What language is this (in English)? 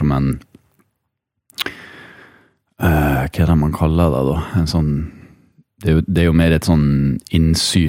Norwegian